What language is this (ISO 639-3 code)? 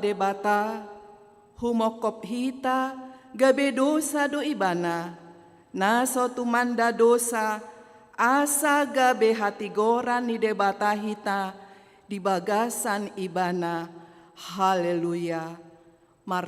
bbc